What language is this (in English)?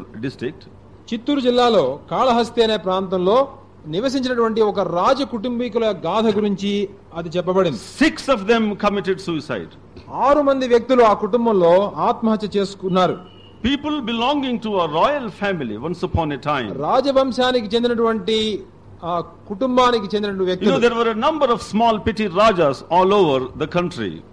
Telugu